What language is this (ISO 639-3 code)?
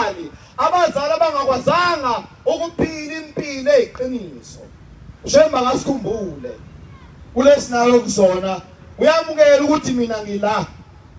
zul